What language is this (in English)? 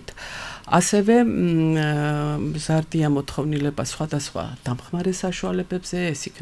Georgian